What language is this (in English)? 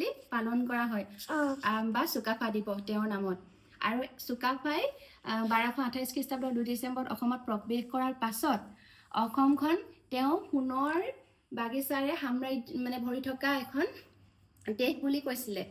Assamese